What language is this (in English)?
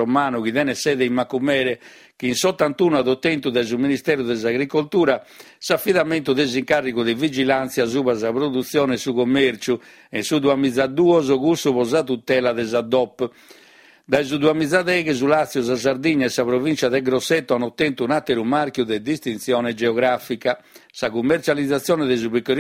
Sardinian